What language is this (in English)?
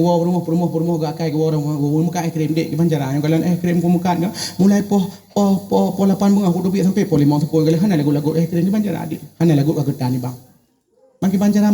Achinese